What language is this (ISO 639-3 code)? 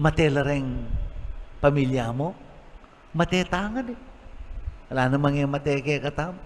pam